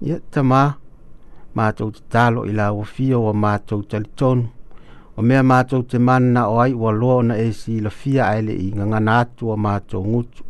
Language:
Samoan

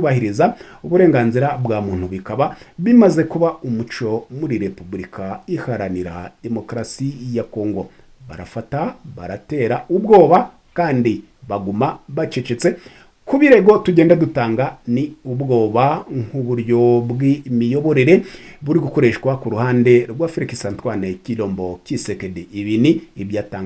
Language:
Kinyarwanda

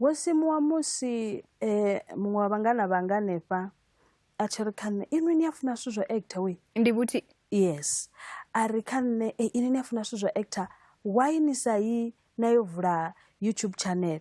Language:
Venda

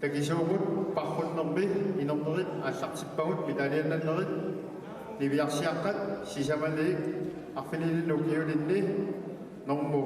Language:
Kalaallisut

